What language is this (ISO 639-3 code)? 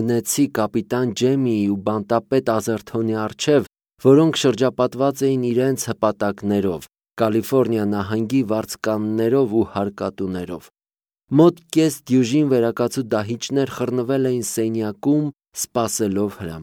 hye